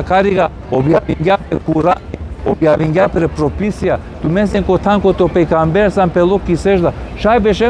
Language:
Balkan Romani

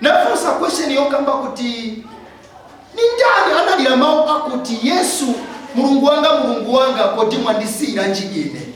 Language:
Nyanja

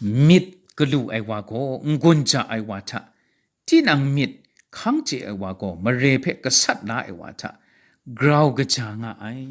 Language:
Kachin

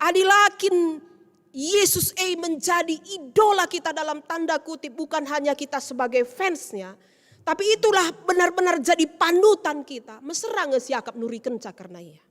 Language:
Batak Karo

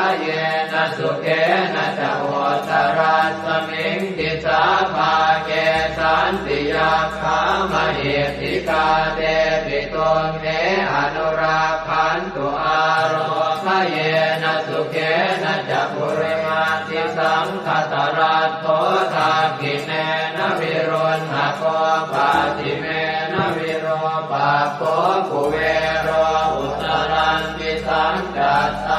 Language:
Pali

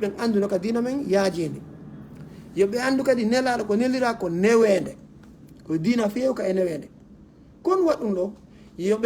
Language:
Fula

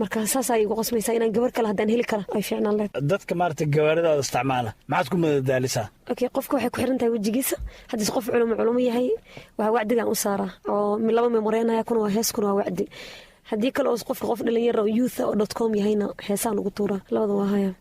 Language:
Somali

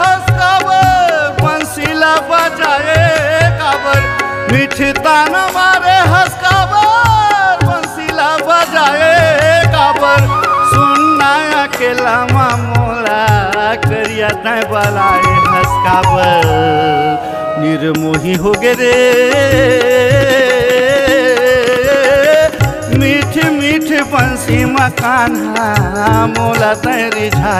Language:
Chhattisgarhi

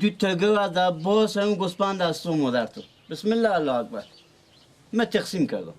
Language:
Persian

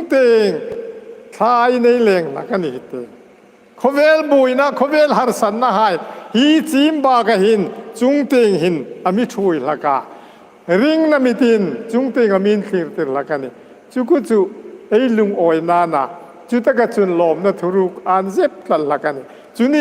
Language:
Hmar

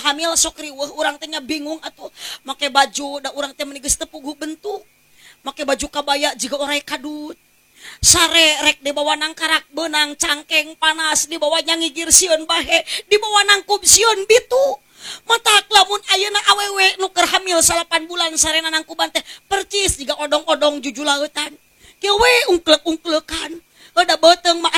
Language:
Sundanese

